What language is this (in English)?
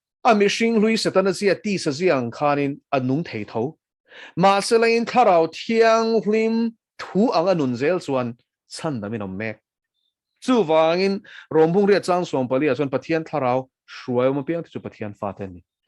Mizo